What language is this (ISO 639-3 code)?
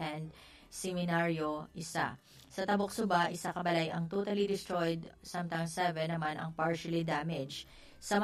hil